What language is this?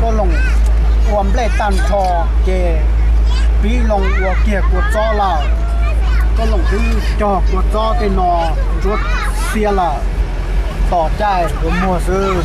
Hmong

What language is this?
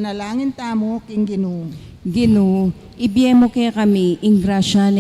Pampanga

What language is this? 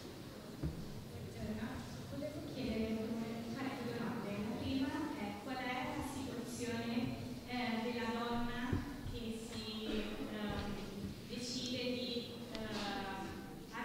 Italian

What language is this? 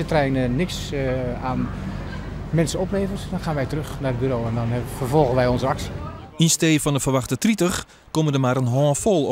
Western Frisian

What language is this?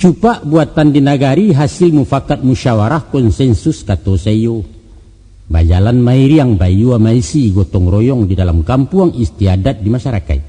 Minangkabau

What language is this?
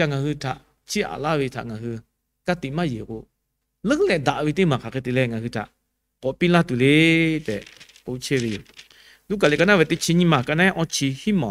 Lahu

